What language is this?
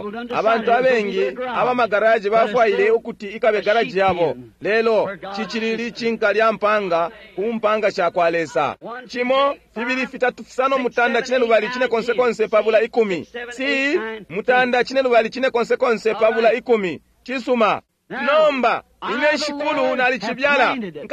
Bemba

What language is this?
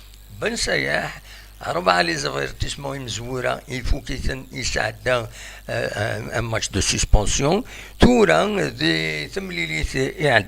Kabyle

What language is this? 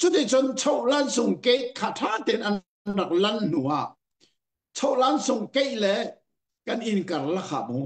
Hakha Chin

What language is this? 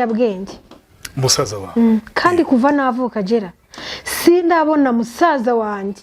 Kinyarwanda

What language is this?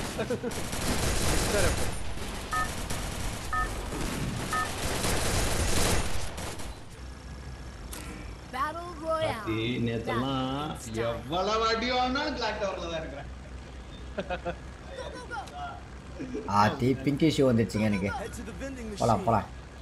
Tamil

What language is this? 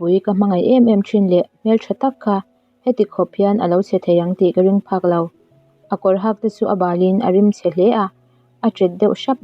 Mizo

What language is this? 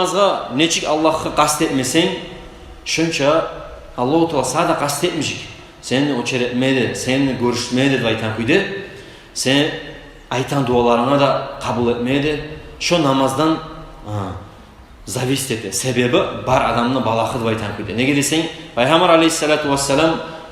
Kumyk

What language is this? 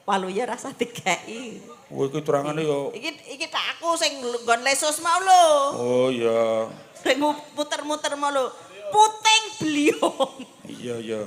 Javanese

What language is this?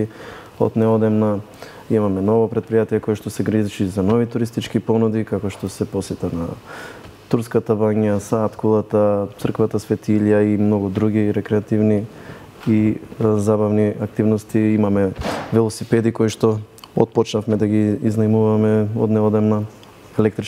Macedonian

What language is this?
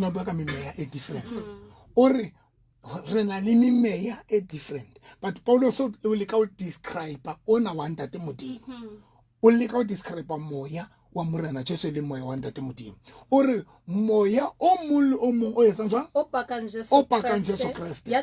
Southern Sotho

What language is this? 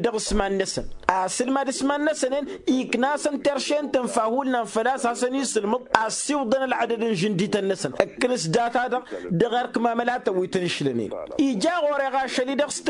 Tamasheq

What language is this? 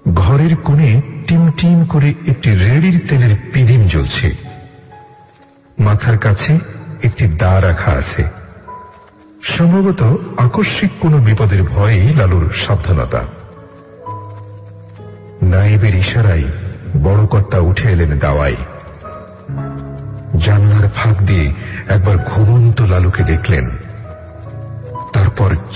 Bangla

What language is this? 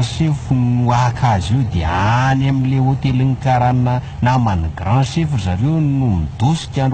Malagasy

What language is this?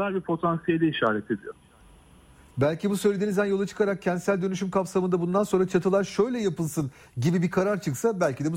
Turkish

